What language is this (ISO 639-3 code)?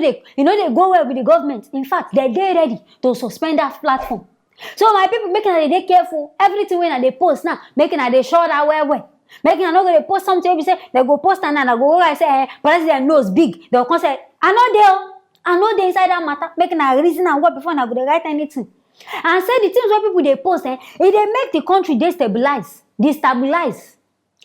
pcm